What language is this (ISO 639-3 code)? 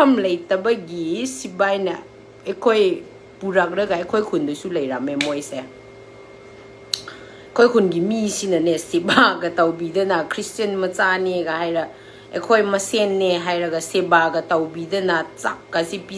mni